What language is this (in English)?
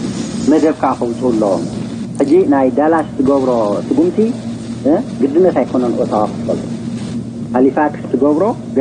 Tigrinya